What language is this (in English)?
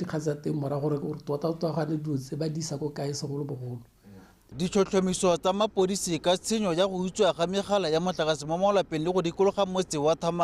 Tswana